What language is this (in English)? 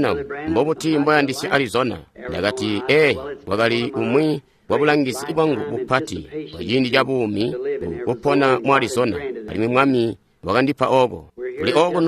Tonga (Zambia)